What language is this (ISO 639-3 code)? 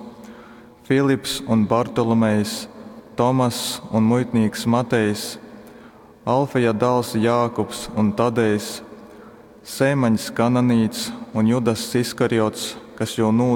ltg